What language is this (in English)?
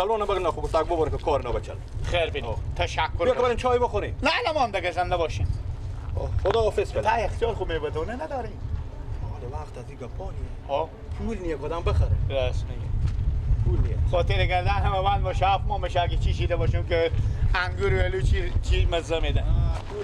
Persian